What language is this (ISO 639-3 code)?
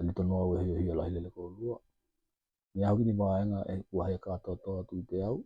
tkl